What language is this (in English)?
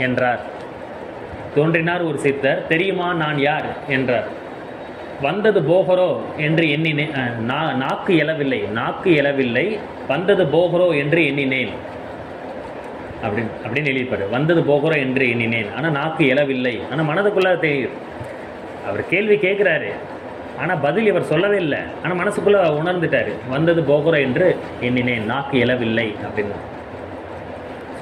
Tamil